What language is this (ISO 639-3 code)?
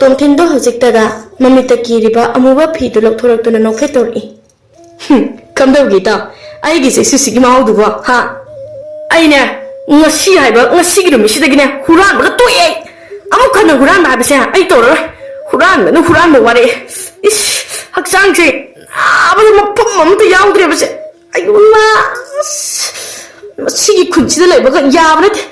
mni